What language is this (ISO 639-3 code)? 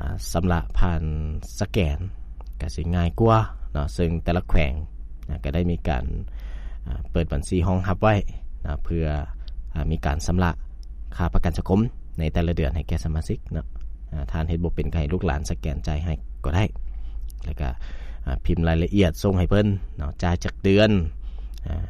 lao